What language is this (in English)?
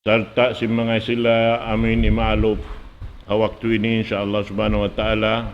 Tausug